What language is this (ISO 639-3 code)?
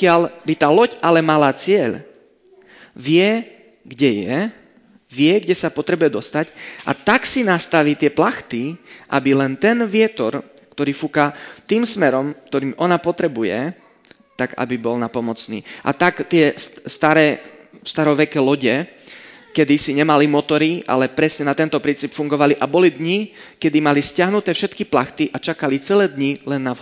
slk